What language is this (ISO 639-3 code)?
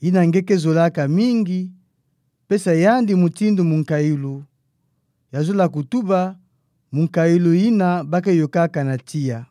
ktu